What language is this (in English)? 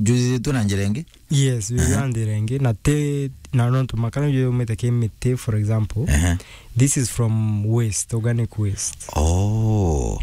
Meru